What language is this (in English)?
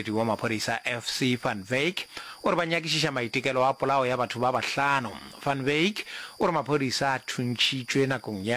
Northern Sotho